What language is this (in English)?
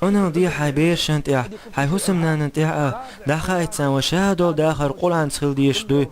Chechen